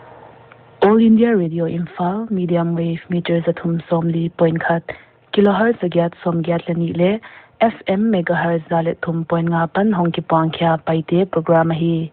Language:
Paite Chin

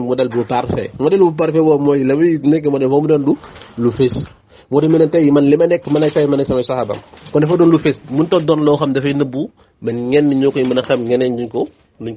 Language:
Wolof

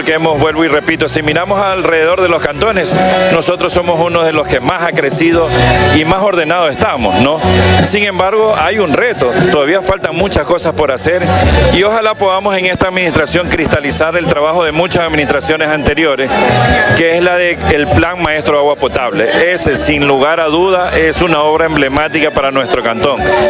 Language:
Spanish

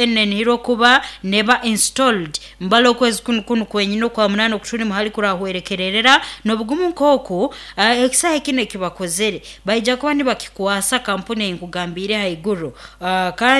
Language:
Nyankole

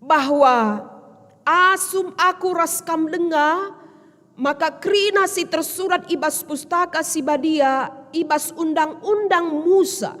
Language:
Batak Karo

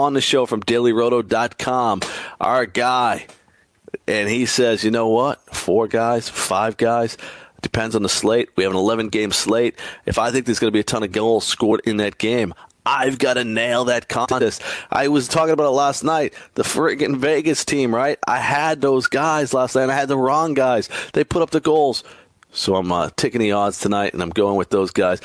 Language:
English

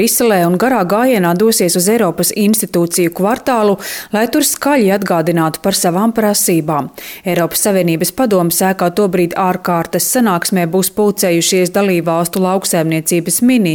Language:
Latvian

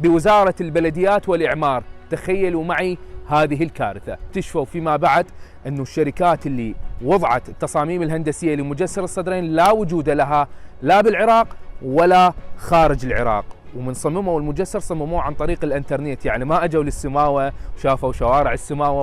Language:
Mesopotamian Arabic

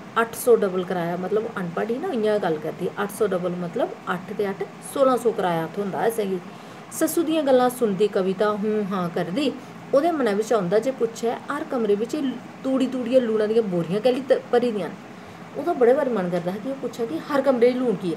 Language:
Dogri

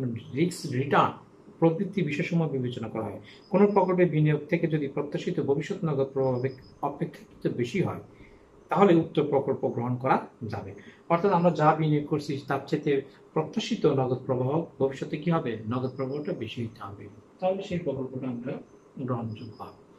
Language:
Bangla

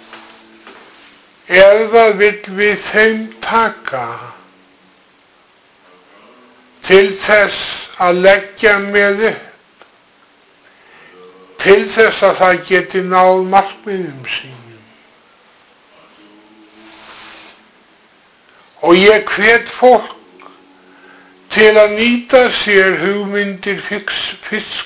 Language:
Icelandic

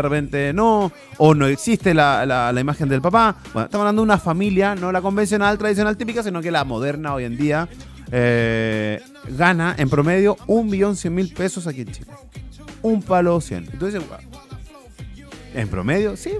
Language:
Spanish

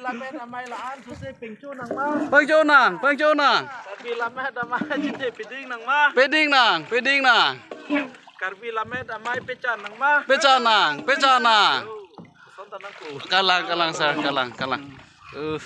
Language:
Karbi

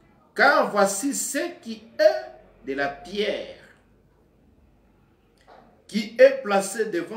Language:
French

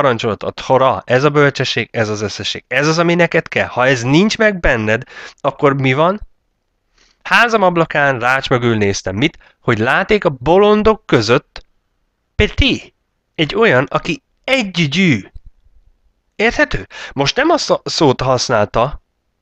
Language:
Hungarian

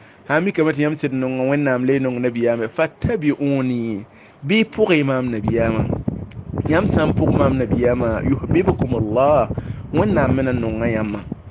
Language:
Mossi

